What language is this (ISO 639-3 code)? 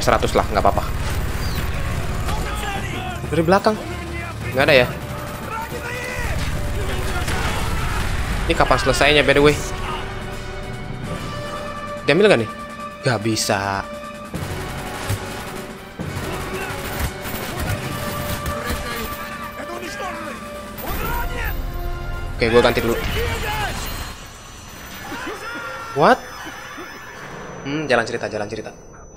ind